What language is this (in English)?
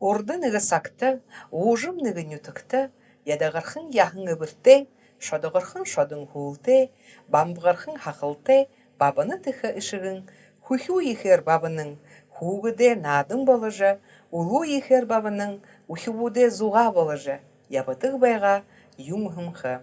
Buriat